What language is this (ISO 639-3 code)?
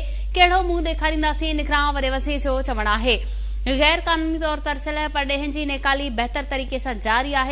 snd